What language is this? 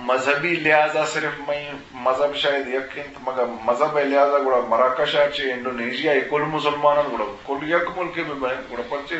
Eastern Balochi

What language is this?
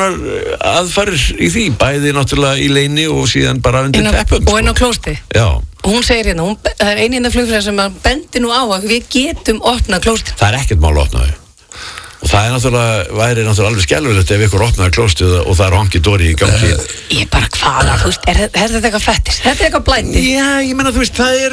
Icelandic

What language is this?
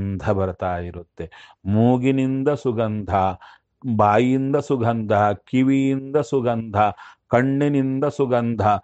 Kannada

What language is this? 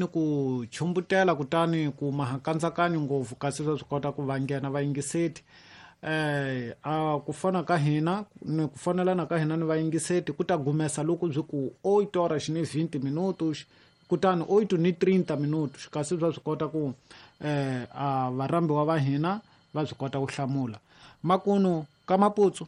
Tsonga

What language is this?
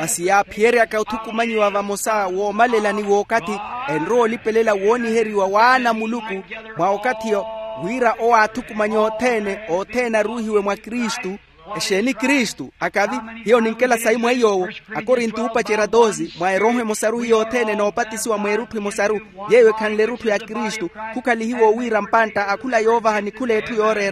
Makhuwa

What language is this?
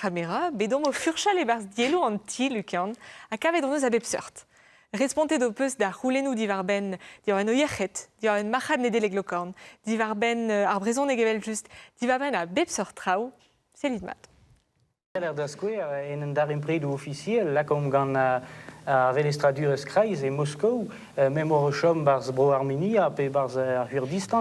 Breton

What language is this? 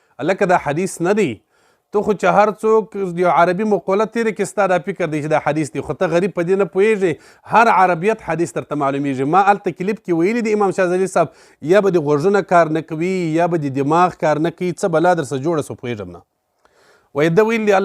Pashto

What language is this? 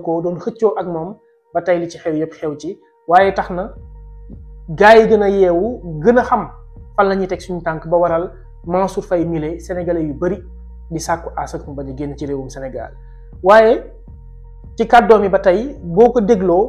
Wolof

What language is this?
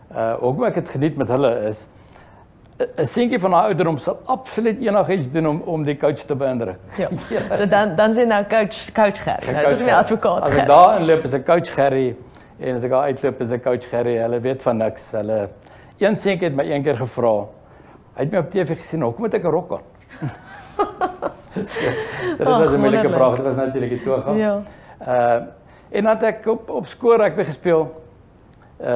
Afrikaans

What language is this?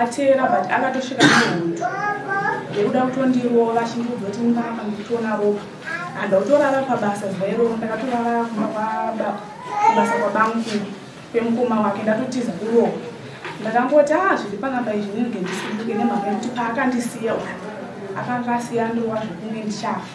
Shona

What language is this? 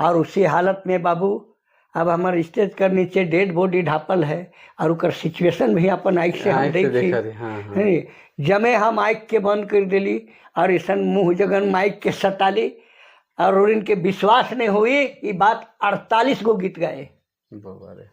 Sadri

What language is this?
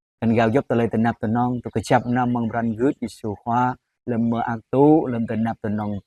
Jarai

